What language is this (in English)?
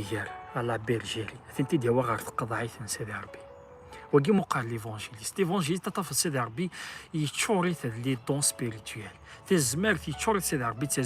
Kabyle